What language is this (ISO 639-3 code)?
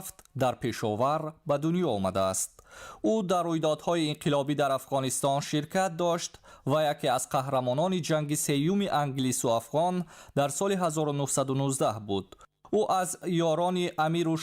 tgk